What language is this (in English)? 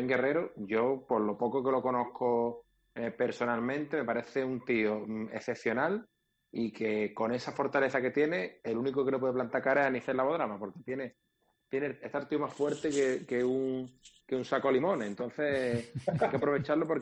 Spanish